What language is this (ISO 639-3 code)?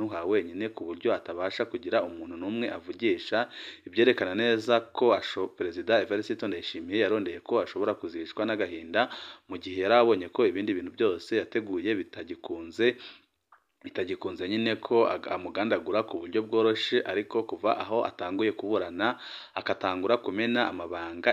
run